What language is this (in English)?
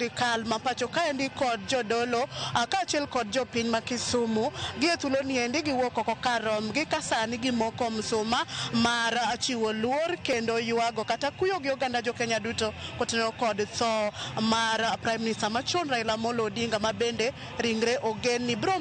Luo (Kenya and Tanzania)